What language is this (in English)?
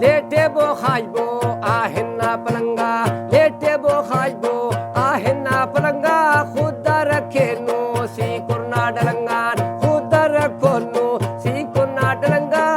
Brahui